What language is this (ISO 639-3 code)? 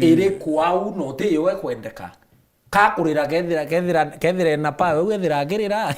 mer